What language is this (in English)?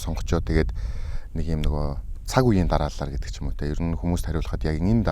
Mongolian